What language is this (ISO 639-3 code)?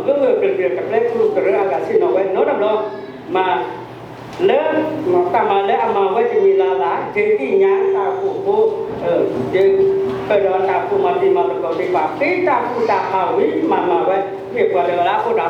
ksw